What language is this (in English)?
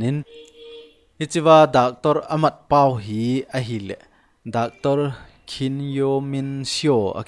Thado Chin